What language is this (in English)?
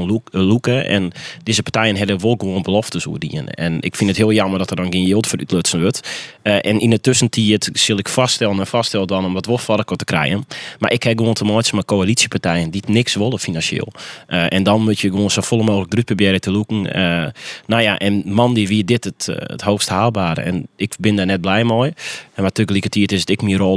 Western Frisian